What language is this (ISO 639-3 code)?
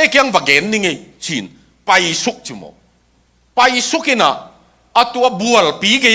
ctd